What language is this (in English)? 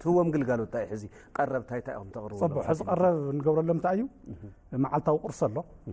Tigrinya